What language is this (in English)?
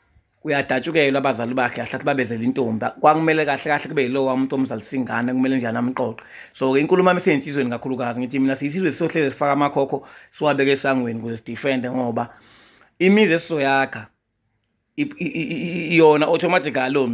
Zulu